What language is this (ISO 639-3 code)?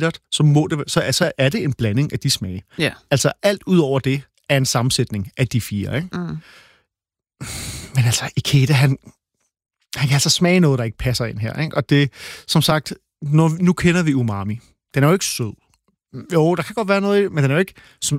dan